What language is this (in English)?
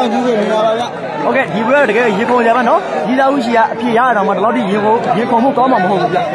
Burmese